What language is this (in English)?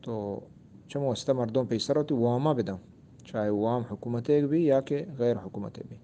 Eastern Balochi